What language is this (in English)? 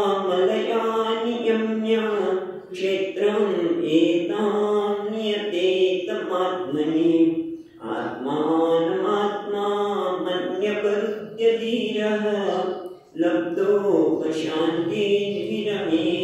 Gujarati